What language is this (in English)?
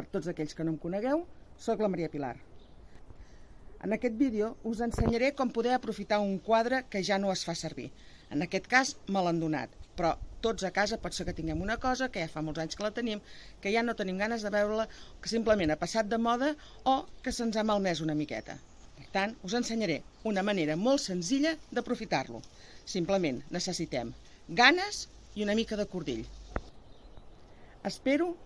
Catalan